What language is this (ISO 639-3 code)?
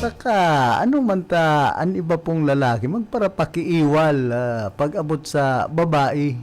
bik